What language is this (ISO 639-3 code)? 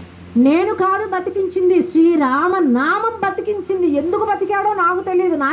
tel